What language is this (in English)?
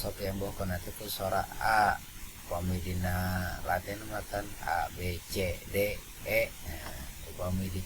Sundanese